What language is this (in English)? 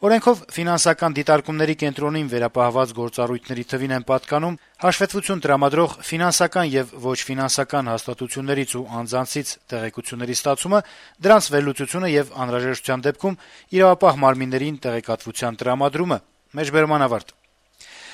Armenian